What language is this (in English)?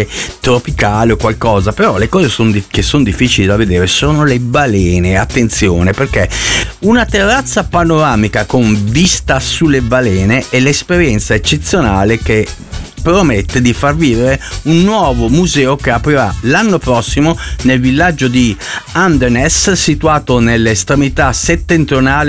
Italian